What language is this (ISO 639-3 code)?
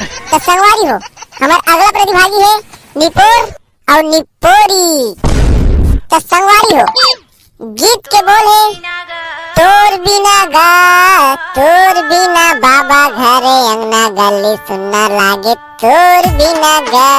hne